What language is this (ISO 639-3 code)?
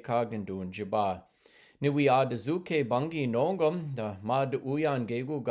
ciw